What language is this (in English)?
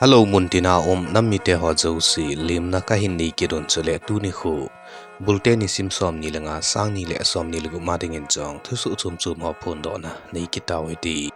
Thado Chin